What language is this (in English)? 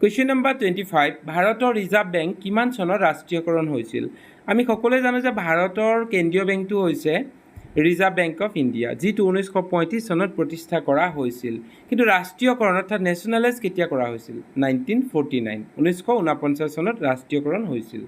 Assamese